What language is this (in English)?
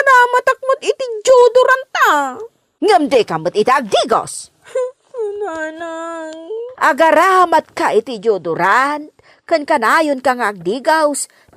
Iloko